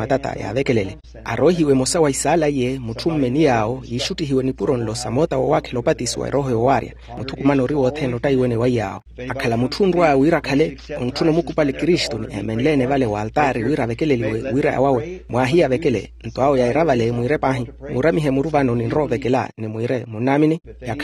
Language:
Makhuwa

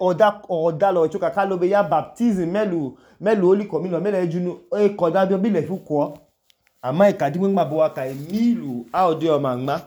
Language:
Idoma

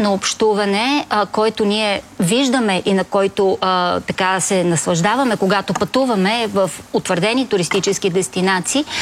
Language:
Bulgarian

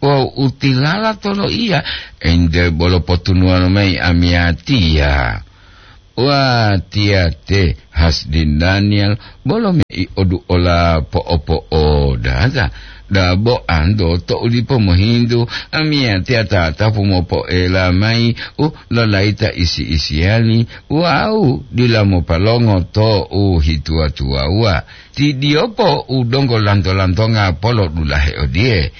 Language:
Gorontalo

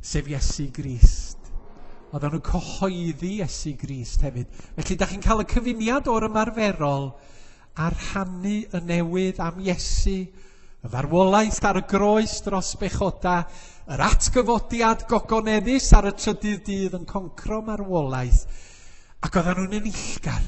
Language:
Welsh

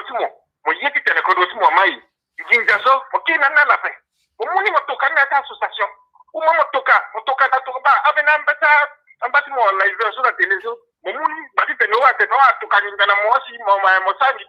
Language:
Sango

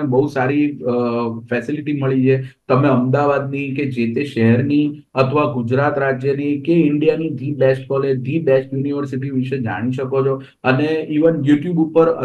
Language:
Gujarati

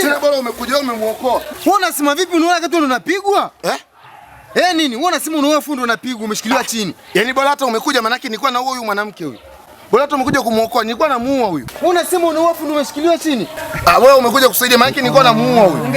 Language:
Swahili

